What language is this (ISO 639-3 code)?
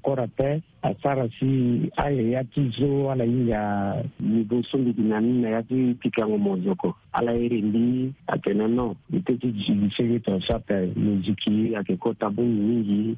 sag